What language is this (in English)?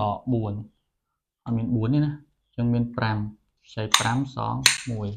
Khmer